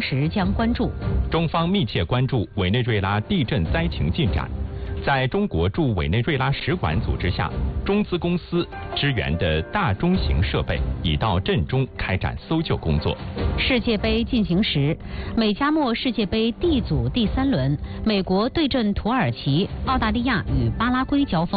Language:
Chinese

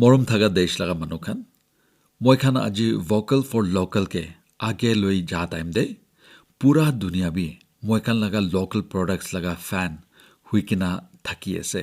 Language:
Naga Pidgin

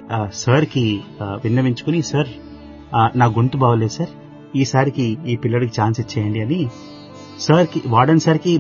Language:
Telugu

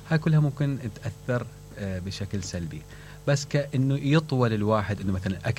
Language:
Mesopotamian Arabic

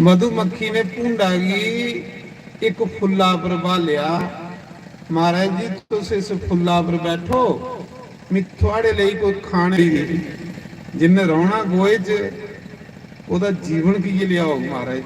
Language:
Dogri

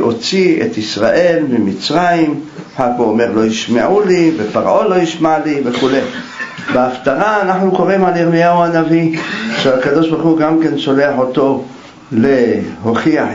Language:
Hebrew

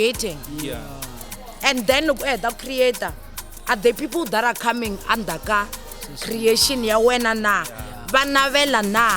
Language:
Tsonga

